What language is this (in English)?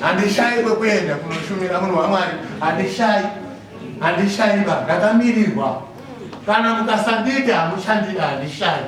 Shona